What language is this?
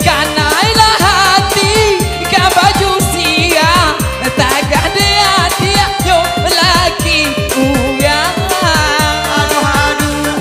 Minangkabau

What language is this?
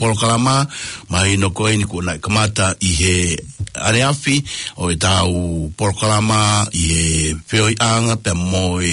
Tongan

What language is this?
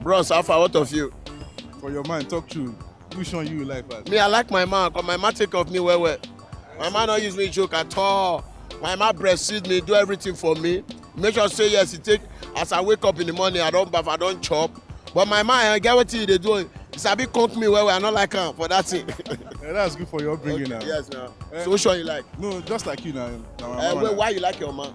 Nigerian Pidgin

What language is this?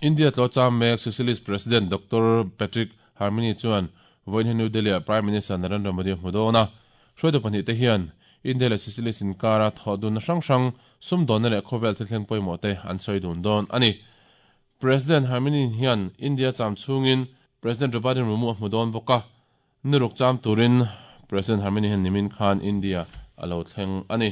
Mizo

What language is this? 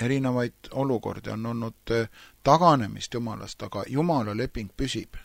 Estonian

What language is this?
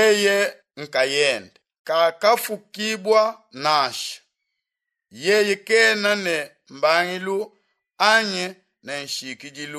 Luba-Lulua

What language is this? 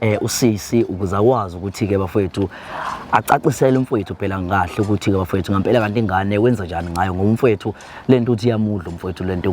Zulu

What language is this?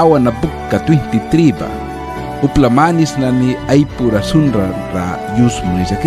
Mískito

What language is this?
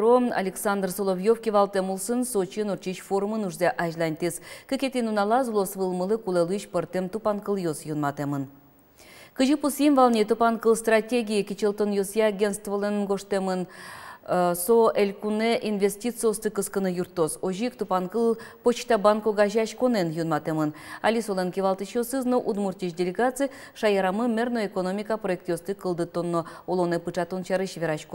Udmurt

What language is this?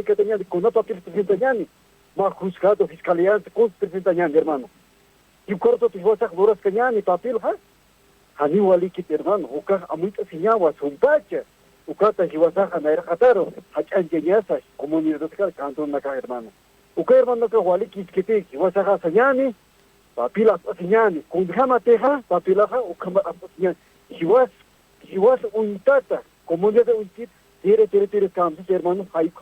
Aymara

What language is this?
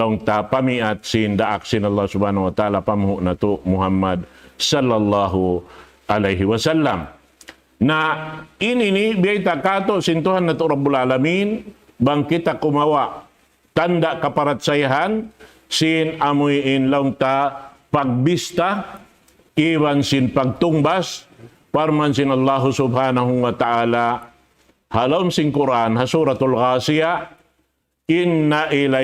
Tausug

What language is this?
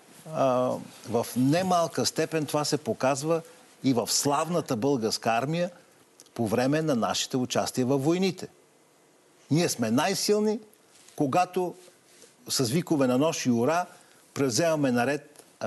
Bulgarian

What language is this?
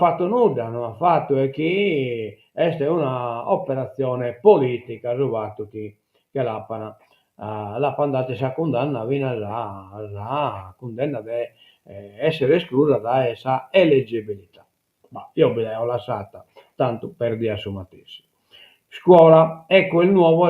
Sardinian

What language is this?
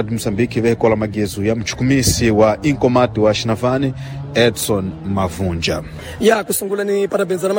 Tsonga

